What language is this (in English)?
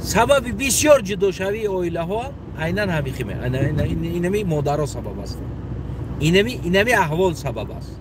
Tajik